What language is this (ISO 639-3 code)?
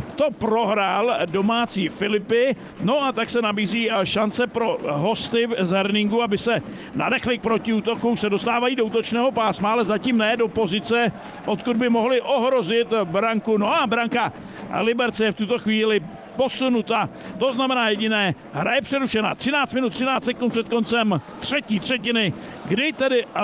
ces